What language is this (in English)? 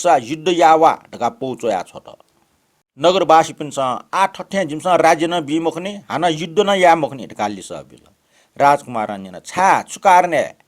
Newari